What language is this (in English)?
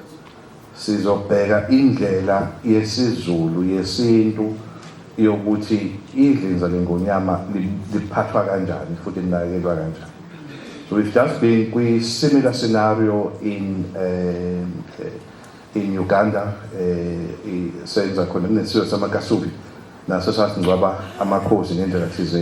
Zulu